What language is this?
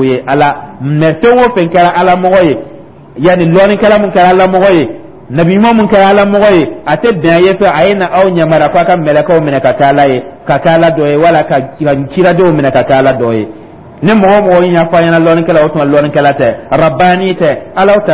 Dyula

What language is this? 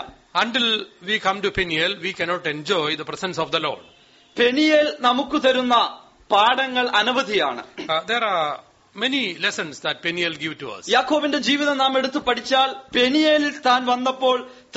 Malayalam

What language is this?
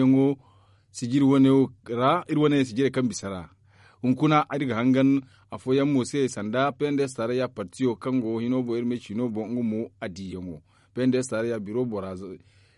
Zarma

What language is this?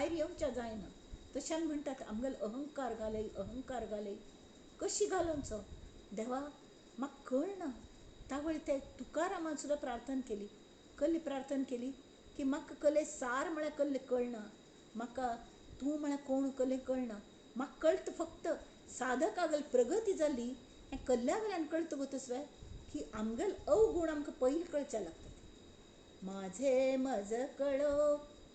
Konkani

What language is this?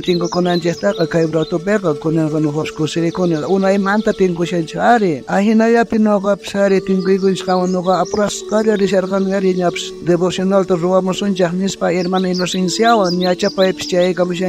South Bolivian Quechua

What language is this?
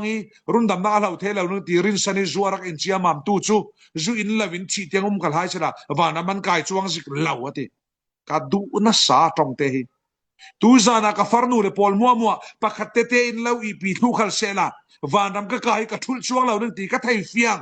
Falam Chin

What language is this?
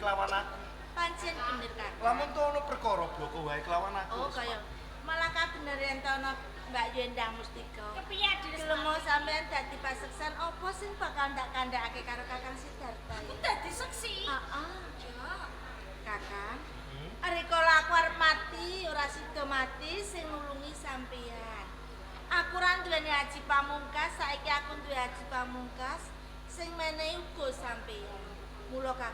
Javanese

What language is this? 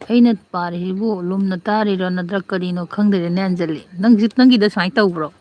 Manipuri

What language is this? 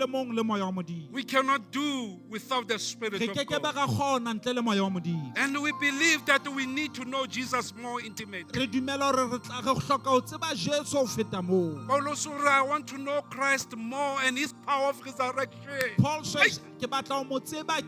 Southern Sotho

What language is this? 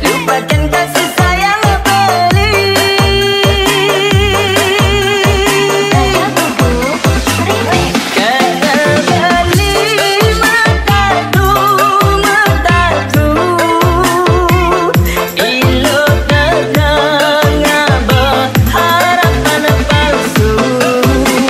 Balinese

